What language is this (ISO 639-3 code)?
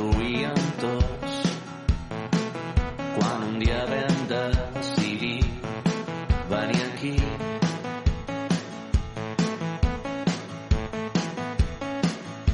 cat